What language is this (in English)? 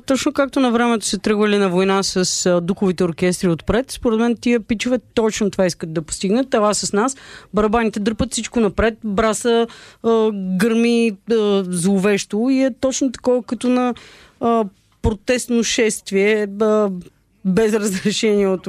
Bulgarian